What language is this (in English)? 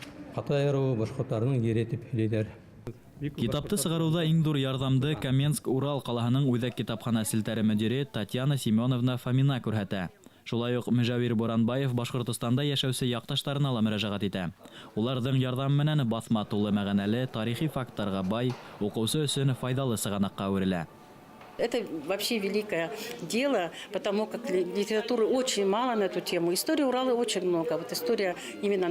Bashkir